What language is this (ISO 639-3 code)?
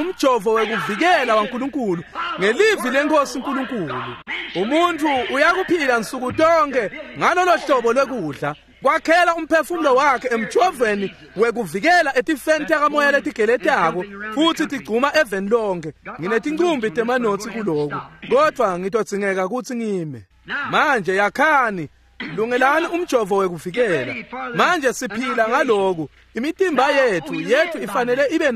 ssw